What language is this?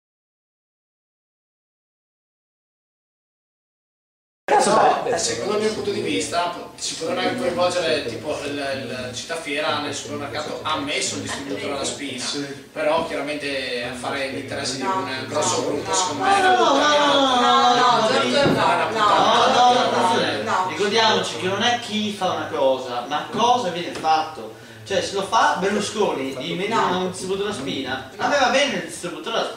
Italian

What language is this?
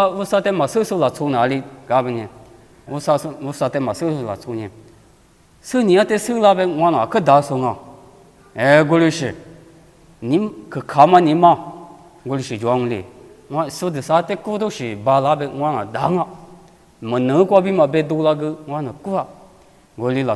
Lisu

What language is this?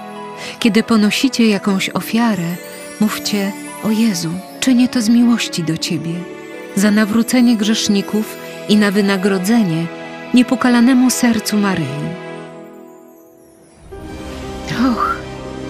Polish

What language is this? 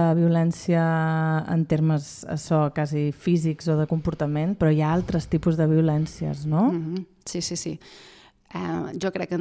Catalan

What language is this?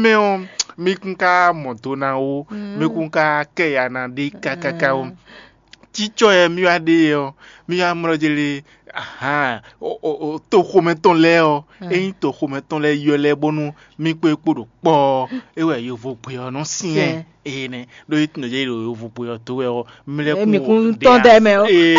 Fon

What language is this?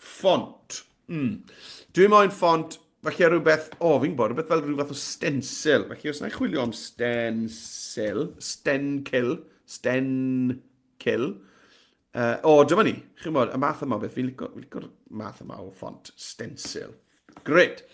Welsh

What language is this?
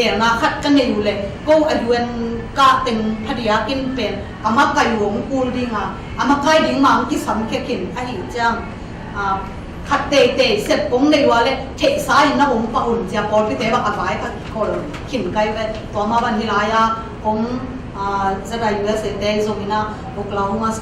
Tedim Chin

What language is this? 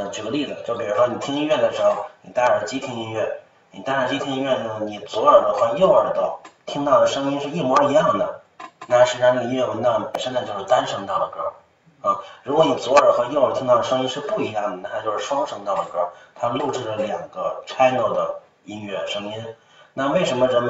Chinese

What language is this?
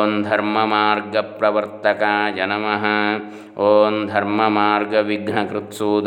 Sanskrit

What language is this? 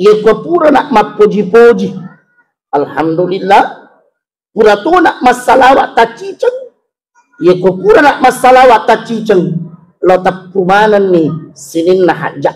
Buginese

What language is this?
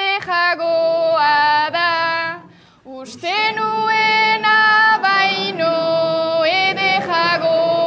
Basque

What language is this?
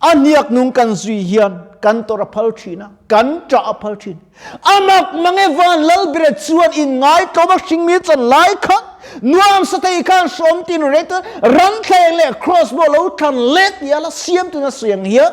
Mizo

